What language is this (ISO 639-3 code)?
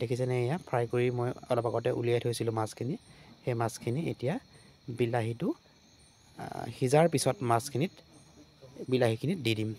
asm